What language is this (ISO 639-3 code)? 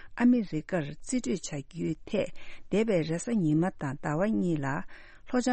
bod